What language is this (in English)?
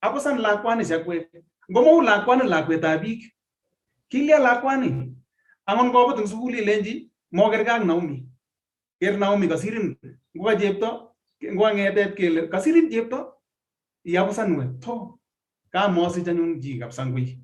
Kalenjin